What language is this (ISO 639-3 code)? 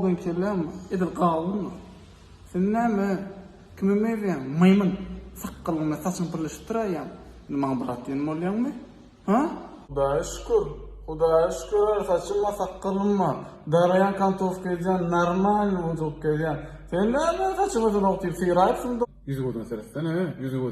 tuk